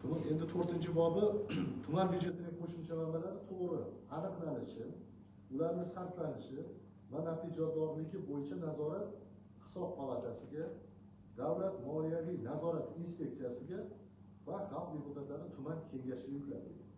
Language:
Uzbek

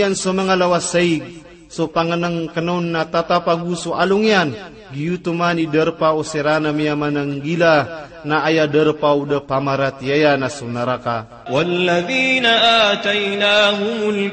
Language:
Maranao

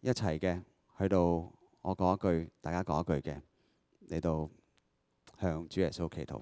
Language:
Cantonese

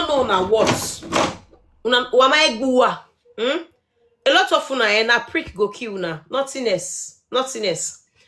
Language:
Nigerian Pidgin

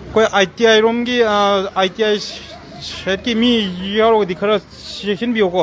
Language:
Manipuri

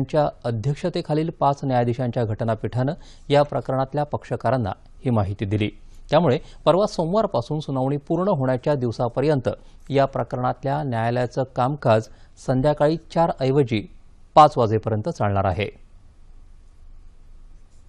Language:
Marathi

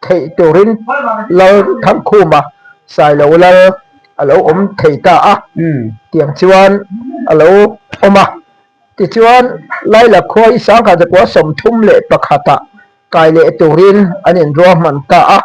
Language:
Mizo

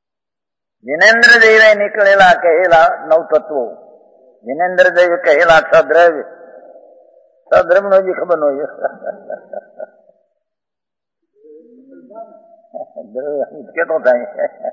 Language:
Gujarati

